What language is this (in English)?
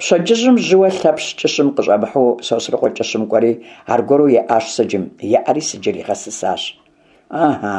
Kabardian